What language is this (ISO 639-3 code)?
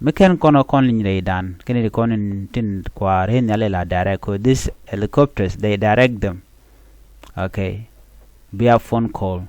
nus